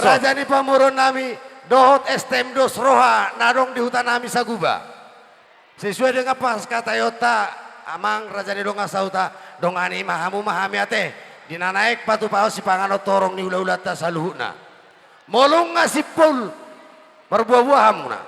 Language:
Batak Toba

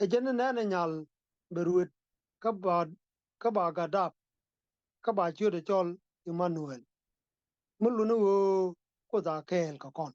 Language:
Nuer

